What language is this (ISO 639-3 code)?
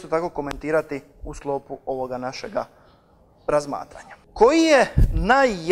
hrv